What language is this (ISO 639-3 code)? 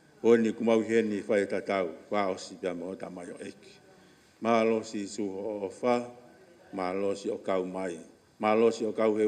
ton